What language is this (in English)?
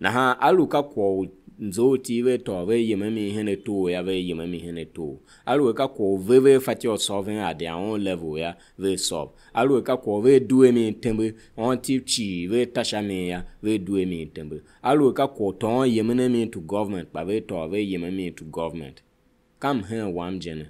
Tiv